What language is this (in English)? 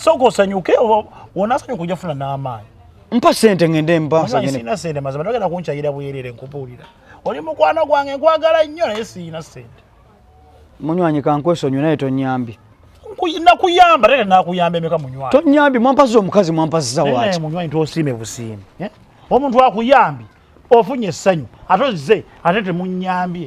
Ganda